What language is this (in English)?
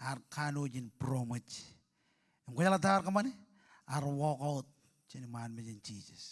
Marshallese